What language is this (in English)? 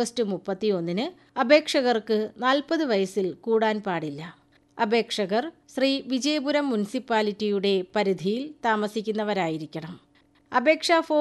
Malayalam